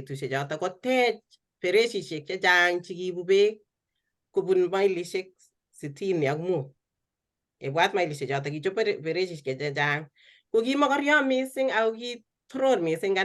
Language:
Kalenjin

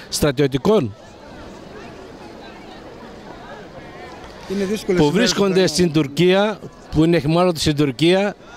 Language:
Greek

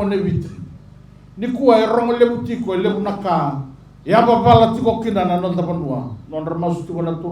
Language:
Fijian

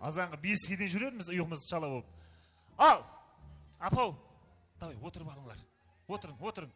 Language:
Kara-Kalpak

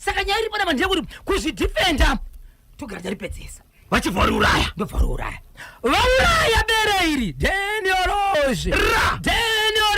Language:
Shona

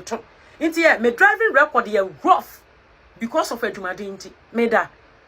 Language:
Akan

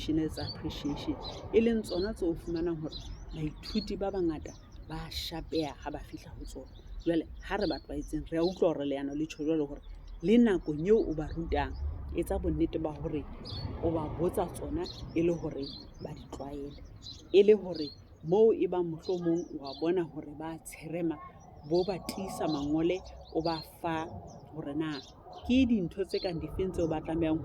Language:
Southern Sotho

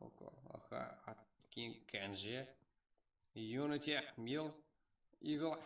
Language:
Kara-Kalpak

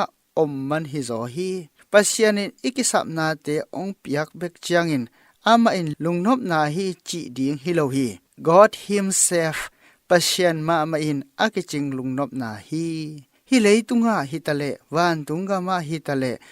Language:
Tedim Chin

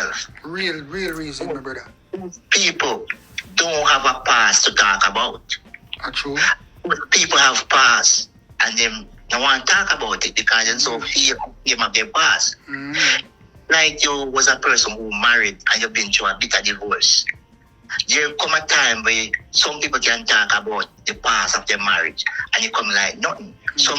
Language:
Jamaican Creole English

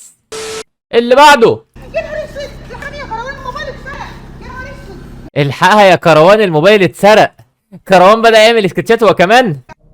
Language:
Egyptian Arabic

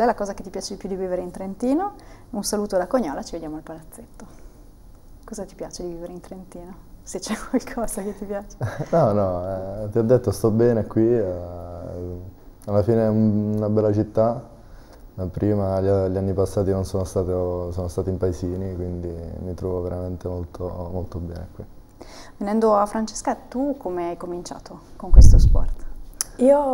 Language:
Italian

